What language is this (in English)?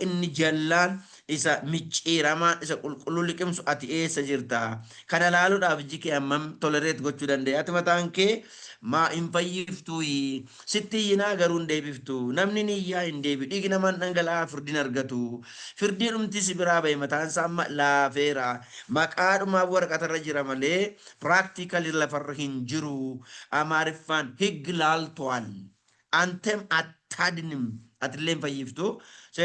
Oromo